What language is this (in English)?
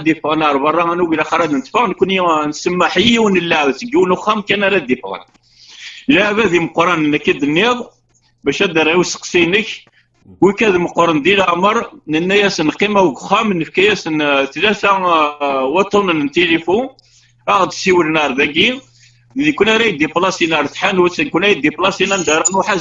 Kabyle